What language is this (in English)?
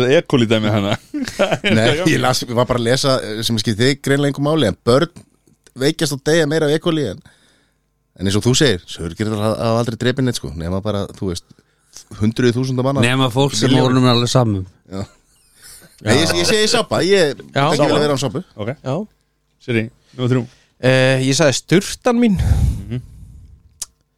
Icelandic